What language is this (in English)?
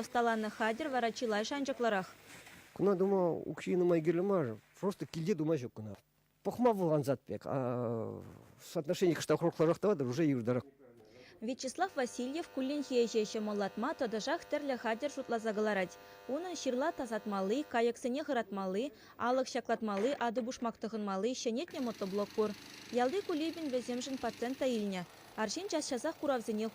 Chuvash